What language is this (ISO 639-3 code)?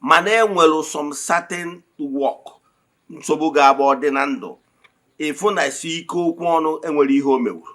ibo